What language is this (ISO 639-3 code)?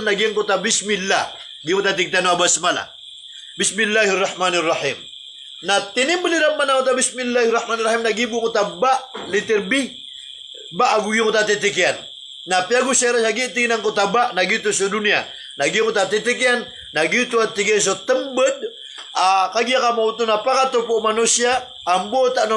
mrw